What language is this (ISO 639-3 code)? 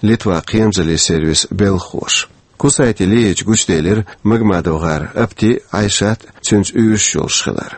che